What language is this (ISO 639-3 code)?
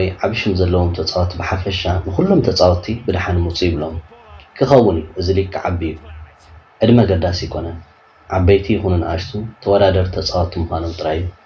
tir